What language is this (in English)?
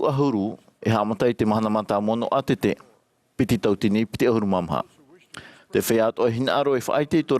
Tahitian